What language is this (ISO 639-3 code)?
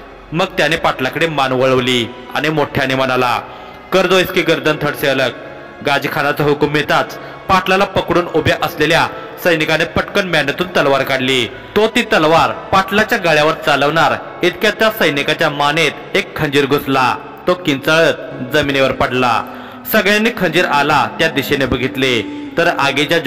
mar